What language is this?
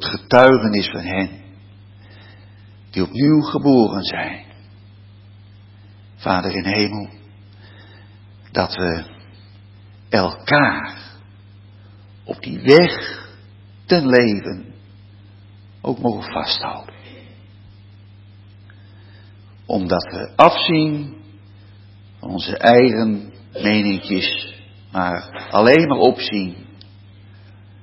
Dutch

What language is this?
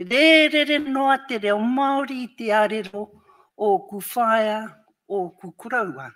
Māori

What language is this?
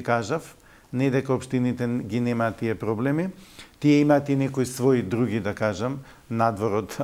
Macedonian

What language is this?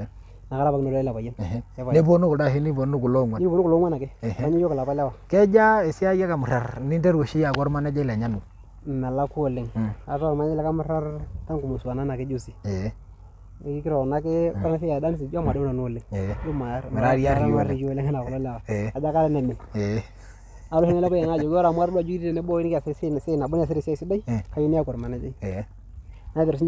Masai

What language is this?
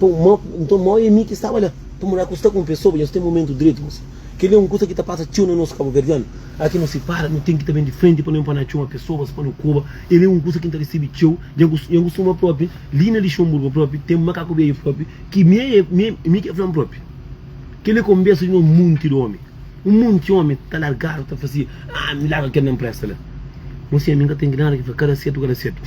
Kabuverdianu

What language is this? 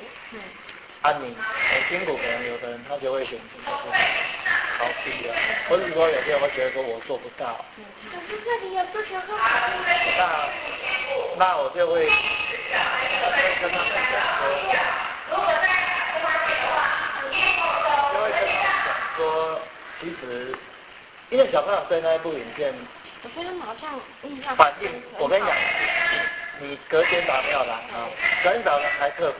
Chinese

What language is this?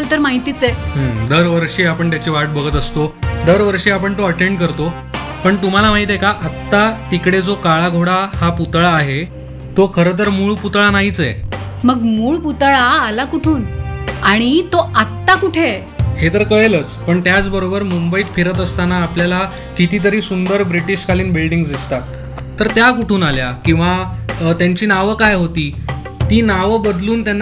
Marathi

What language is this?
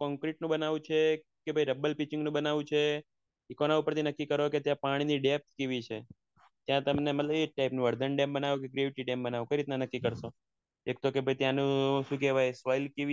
Gujarati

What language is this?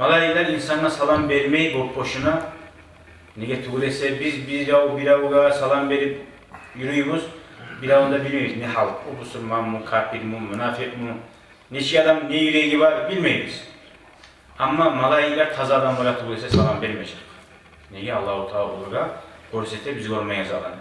Kumyk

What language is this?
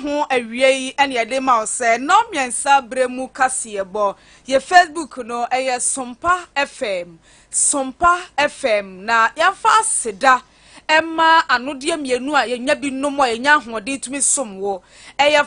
Akan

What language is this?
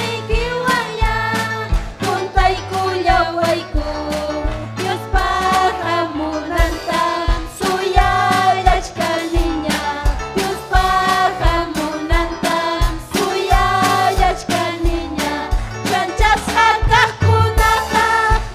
Ayacucho Quechua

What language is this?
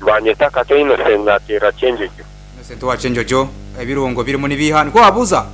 Nyankole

